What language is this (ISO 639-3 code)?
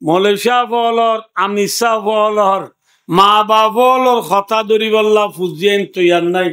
rhg